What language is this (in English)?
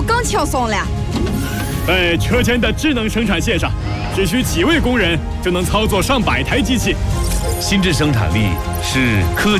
Chinese